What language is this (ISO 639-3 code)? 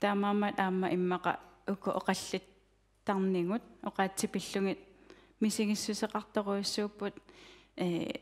kal